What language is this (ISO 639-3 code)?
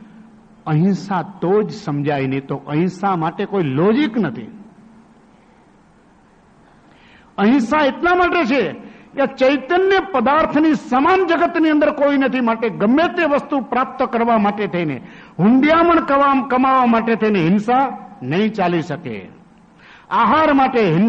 guj